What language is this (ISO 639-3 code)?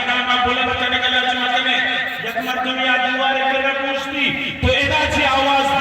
bal